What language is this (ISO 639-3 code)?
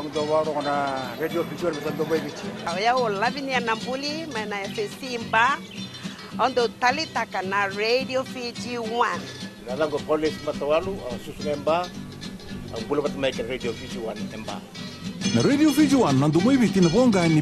fij